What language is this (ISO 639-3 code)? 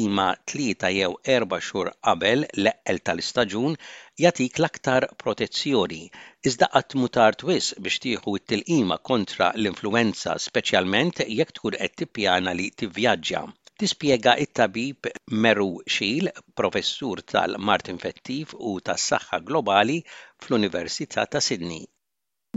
mlt